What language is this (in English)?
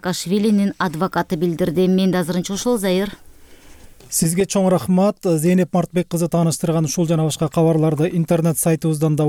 Kyrgyz